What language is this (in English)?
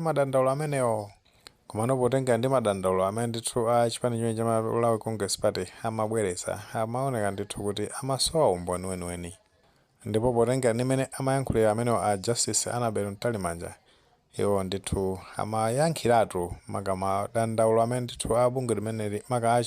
Nyanja